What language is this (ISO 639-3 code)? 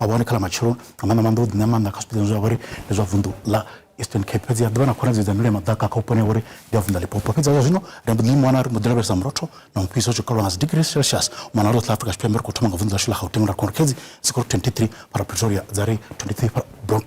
ven